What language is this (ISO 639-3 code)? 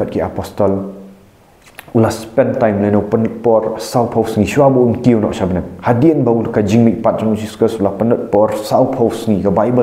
kha